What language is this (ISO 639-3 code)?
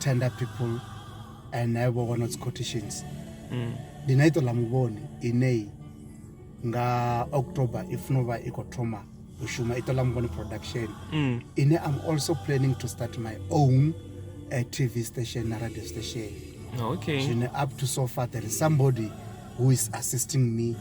ven